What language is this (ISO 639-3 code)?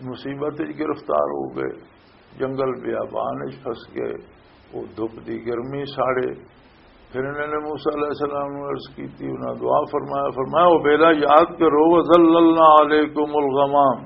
lah